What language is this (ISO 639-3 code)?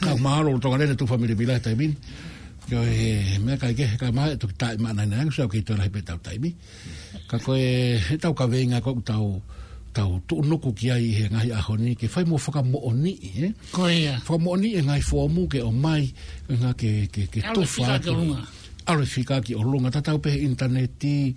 ton